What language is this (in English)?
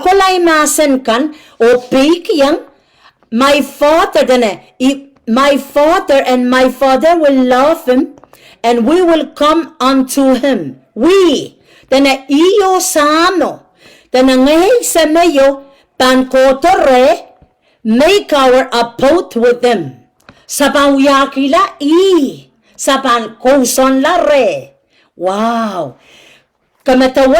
Pohnpeian